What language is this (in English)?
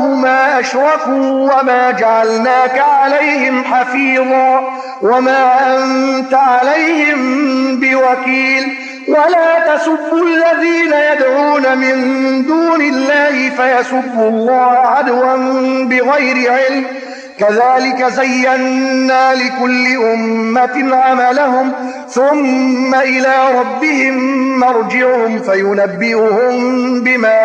Arabic